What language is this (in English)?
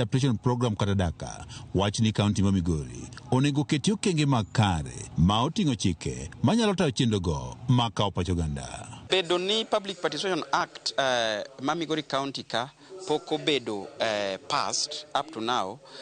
Luo (Kenya and Tanzania)